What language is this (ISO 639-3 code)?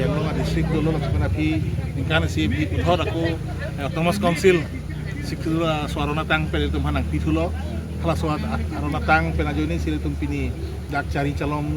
mjw